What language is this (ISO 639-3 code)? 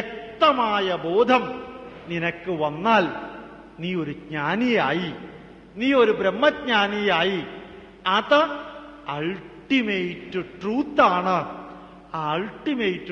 mal